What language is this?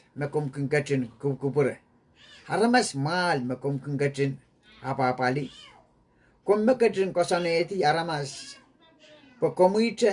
Pohnpeian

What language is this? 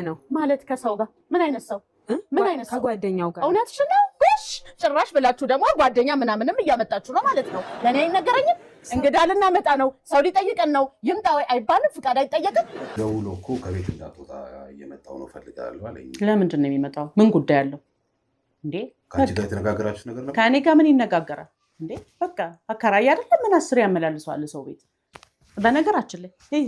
Amharic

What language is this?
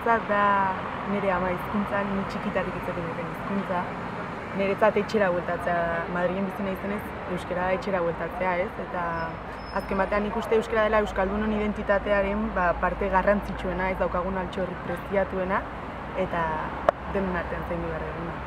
Basque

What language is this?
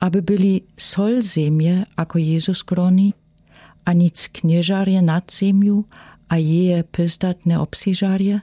Lower Sorbian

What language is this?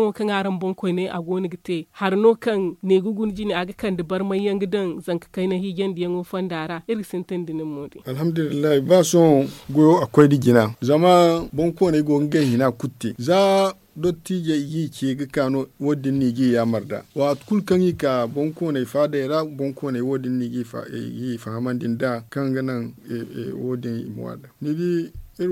Zarma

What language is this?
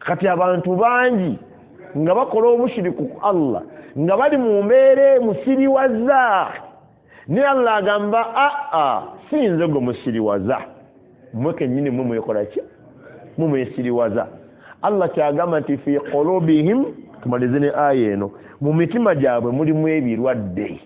Ganda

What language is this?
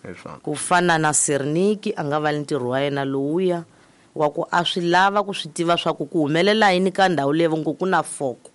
Tsonga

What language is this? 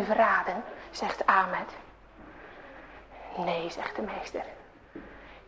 Dutch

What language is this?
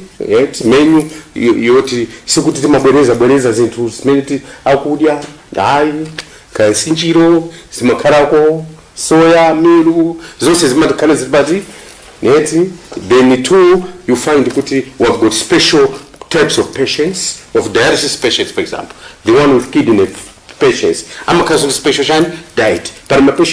Nyanja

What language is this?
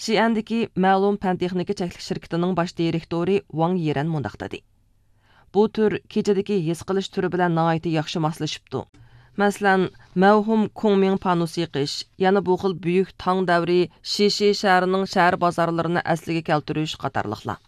Uyghur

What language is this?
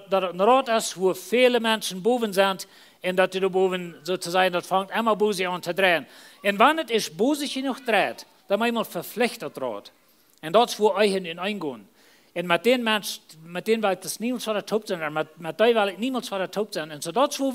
Plautdietsch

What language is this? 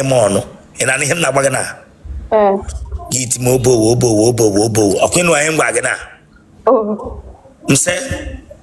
Igbo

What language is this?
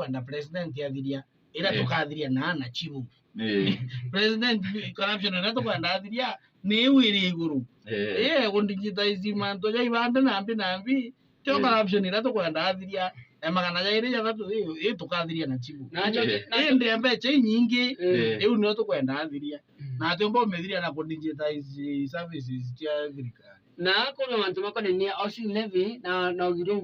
Meru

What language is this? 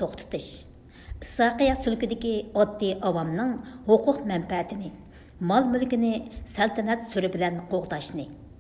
Uyghur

